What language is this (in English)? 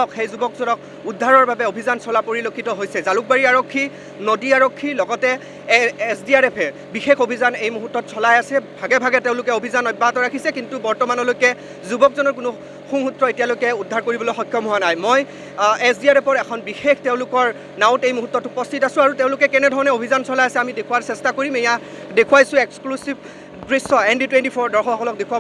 Assamese